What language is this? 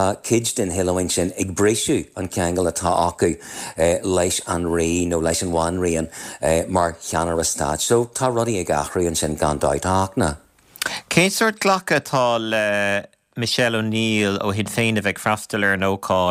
Irish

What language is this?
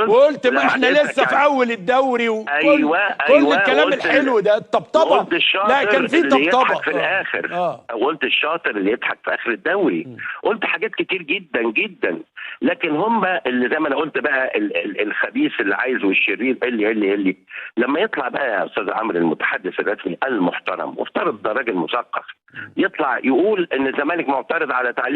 Egyptian Arabic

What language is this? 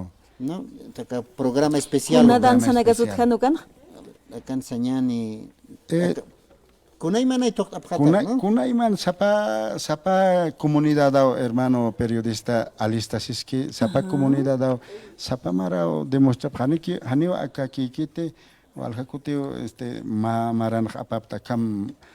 Aymara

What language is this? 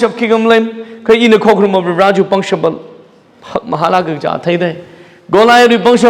Tangkhul Naga (India)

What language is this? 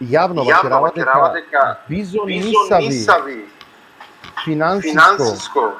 Balkan Romani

